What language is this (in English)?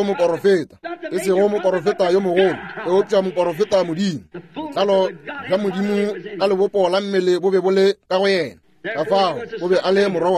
Northern Sotho